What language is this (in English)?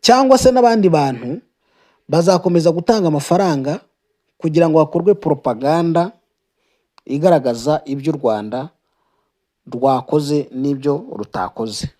Kinyarwanda